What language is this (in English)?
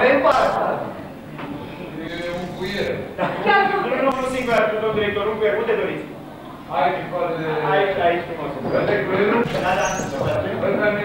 Romanian